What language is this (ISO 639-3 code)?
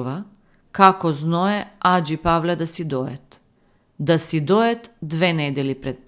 mkd